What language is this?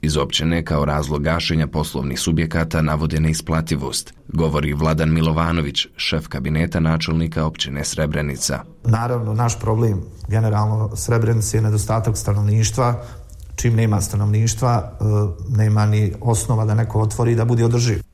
Bosnian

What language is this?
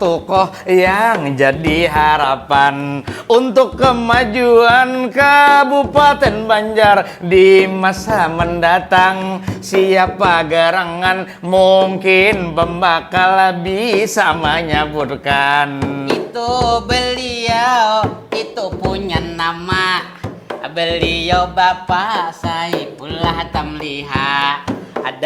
Banjar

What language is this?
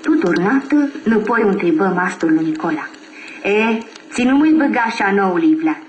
Aromanian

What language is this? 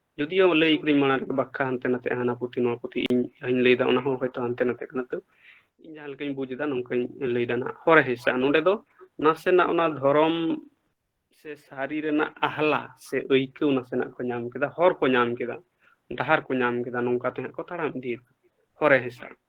Santali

